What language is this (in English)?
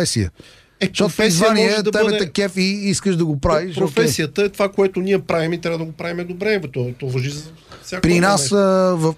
Bulgarian